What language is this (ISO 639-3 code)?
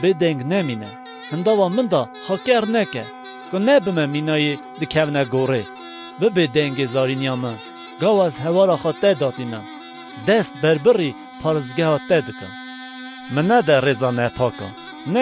kur